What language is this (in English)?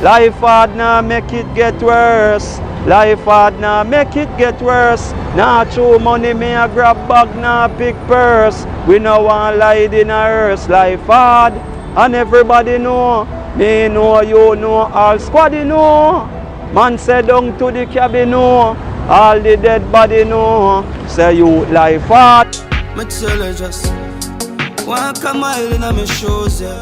Jamaican Creole English